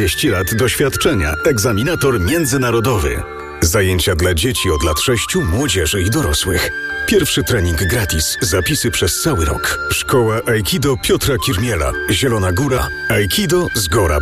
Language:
Polish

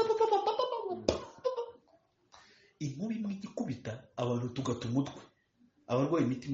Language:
Kinyarwanda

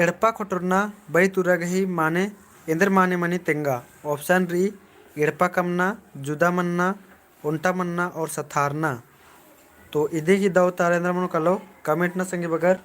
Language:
Kurukh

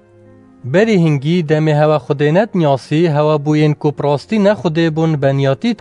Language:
Kurdish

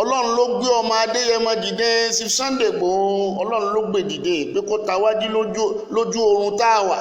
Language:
Yoruba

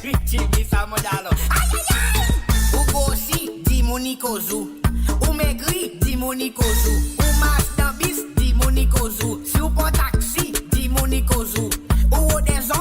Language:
Morisyen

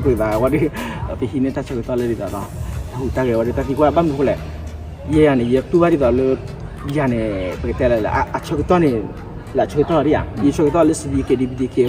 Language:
S'gaw Karen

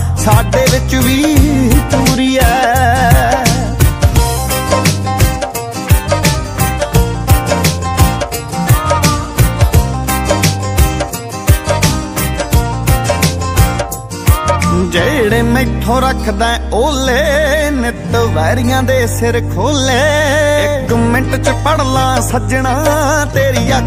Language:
Punjabi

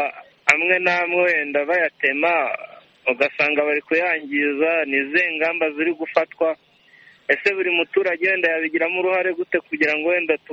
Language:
Kinyarwanda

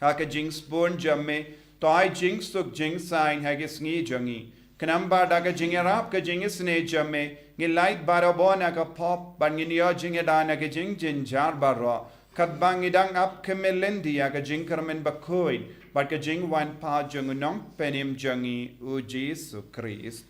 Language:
Khasi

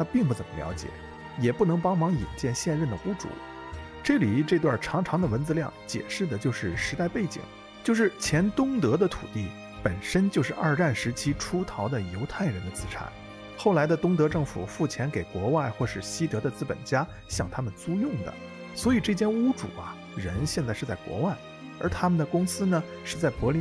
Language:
Chinese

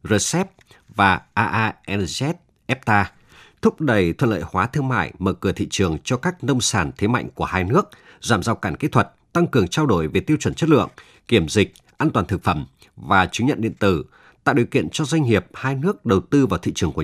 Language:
Vietnamese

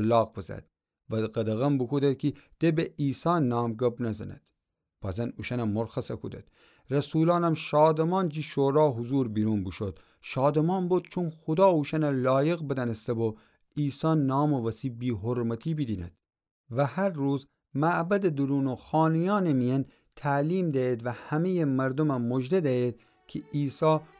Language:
Gilaki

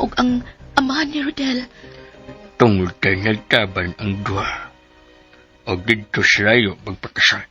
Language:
Cebuano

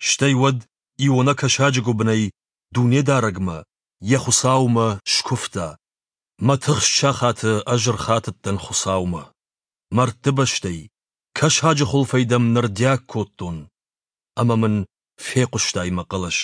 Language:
Ossetic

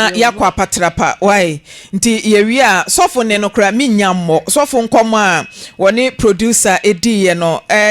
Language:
Akan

